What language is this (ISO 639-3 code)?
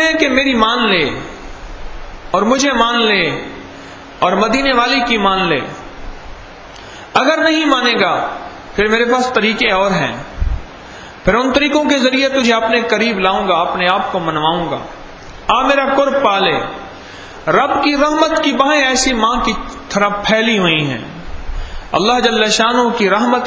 urd